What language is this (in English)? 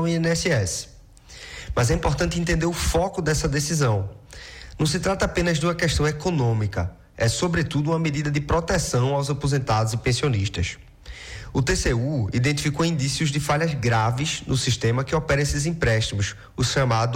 Portuguese